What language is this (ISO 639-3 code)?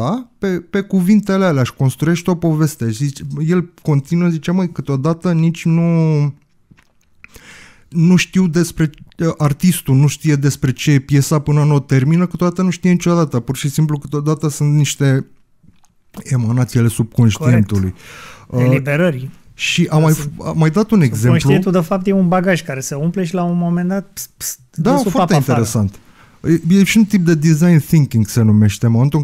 ron